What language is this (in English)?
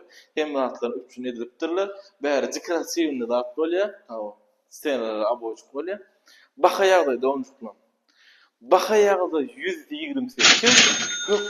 Turkmen